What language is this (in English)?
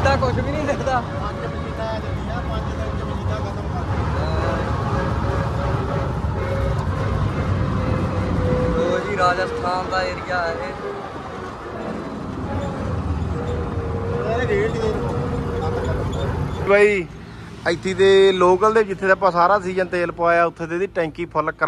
Punjabi